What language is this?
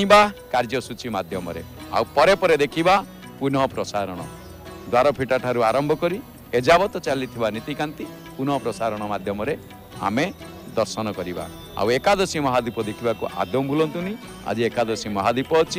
Odia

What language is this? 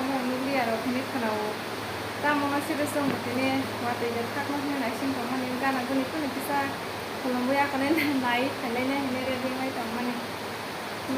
Kok Borok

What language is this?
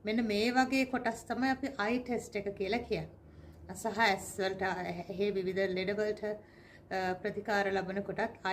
Sinhala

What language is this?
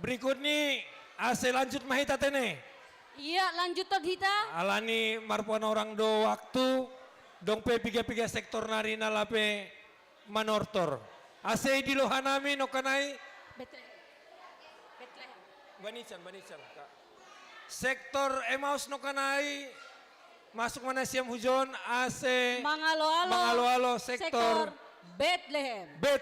Batak Simalungun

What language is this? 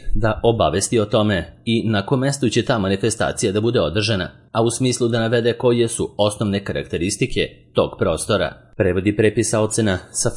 Serbian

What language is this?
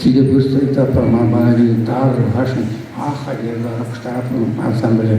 Chuvash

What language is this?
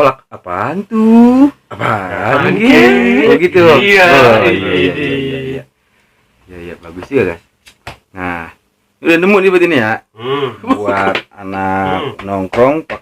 Betawi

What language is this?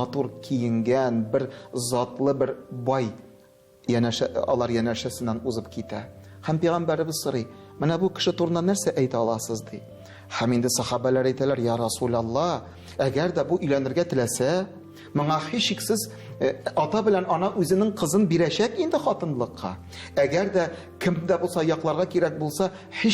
Tatar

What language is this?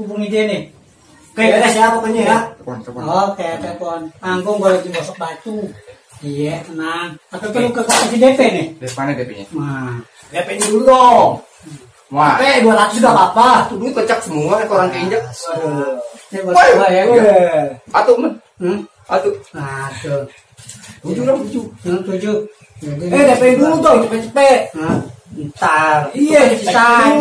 Betawi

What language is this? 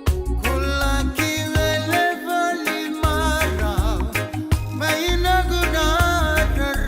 Fijian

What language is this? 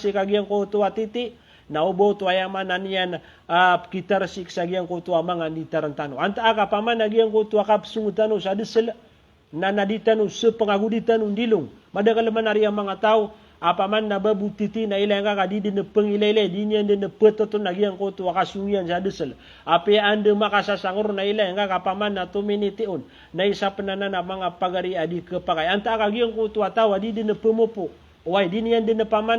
Maranao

